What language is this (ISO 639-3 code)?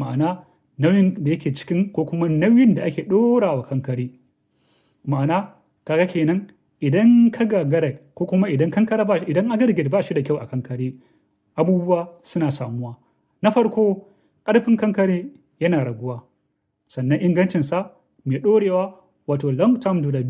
hau